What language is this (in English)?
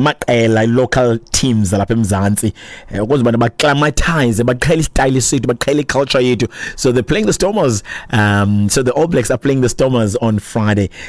Xhosa